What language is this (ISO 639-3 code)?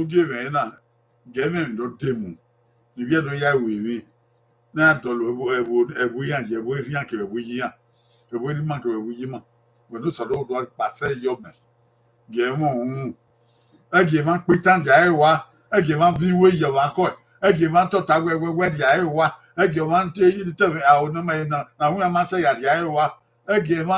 bin